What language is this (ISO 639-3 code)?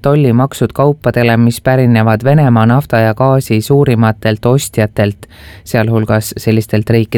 est